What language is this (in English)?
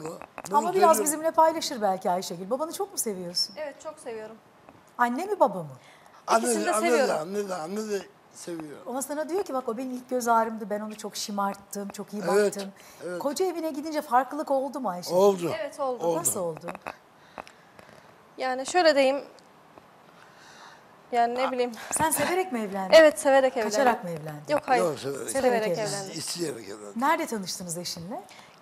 Turkish